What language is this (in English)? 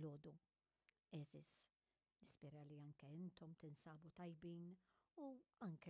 Maltese